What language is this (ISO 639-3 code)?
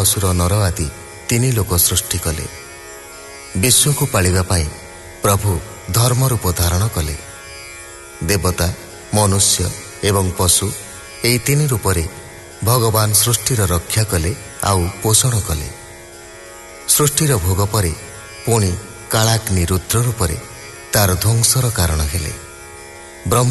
ori